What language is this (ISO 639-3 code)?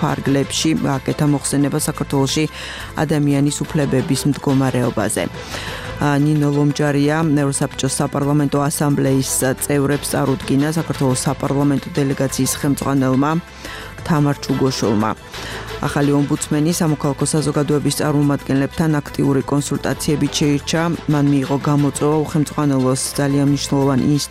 kat